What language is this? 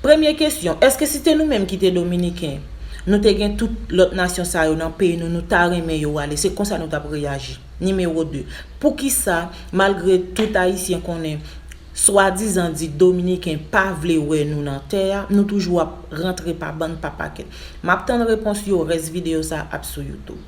Haitian Creole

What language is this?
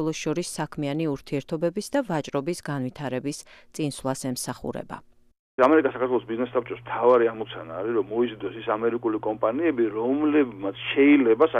Georgian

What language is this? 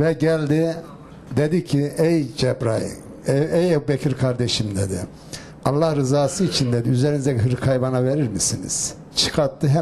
Turkish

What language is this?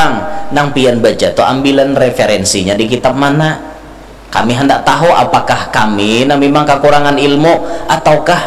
Banjar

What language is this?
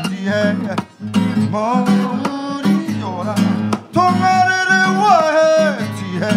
Māori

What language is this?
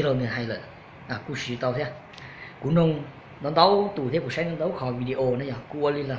Hmong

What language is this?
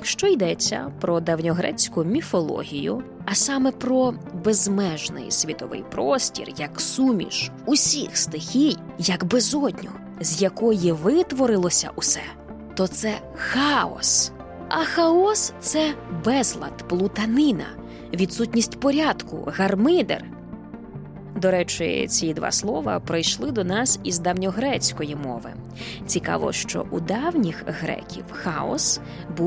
Ukrainian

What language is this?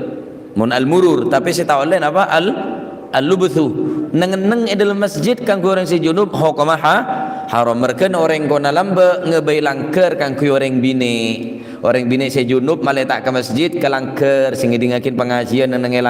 Madurese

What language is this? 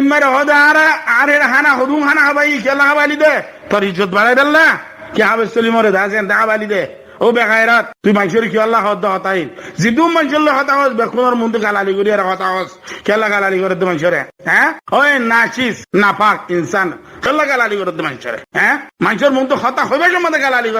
Rohingya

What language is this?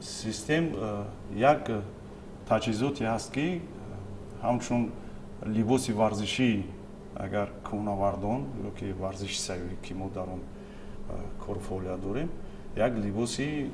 Tajik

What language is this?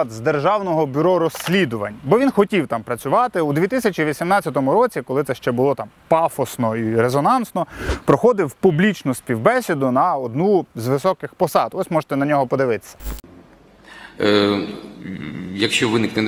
Ukrainian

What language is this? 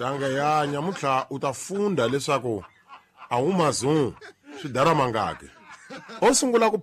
Tsonga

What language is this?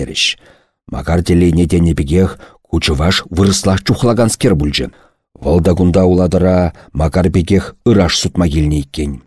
Chuvash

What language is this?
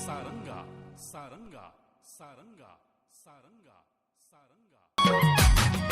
Chhattisgarhi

